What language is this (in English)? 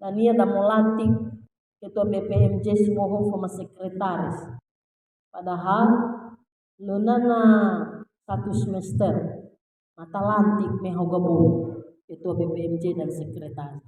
Nias